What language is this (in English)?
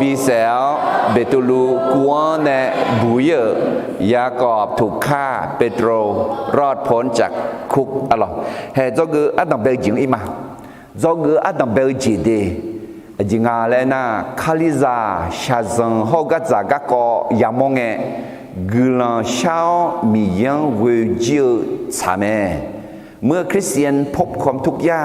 Akha